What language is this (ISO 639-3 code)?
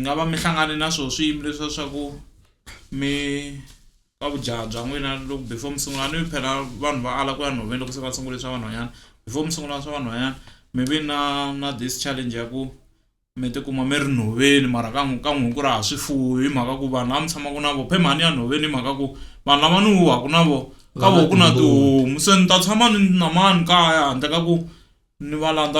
tso